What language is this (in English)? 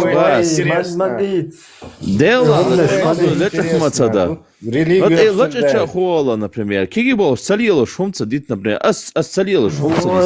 Chechen